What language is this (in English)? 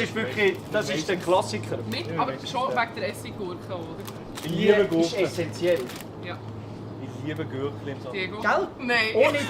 Swiss German